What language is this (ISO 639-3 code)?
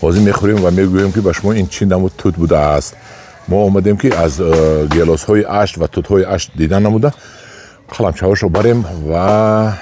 tgk